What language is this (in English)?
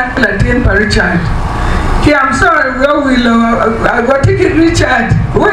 Acoli